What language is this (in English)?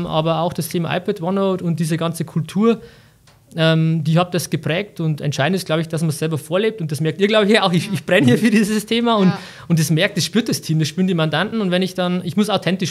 German